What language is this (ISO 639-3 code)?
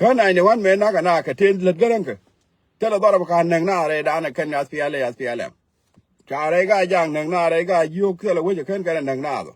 nus